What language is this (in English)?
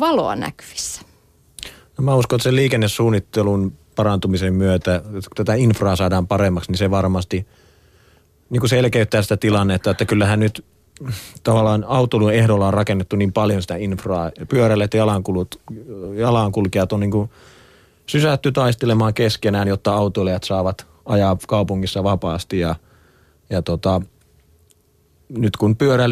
Finnish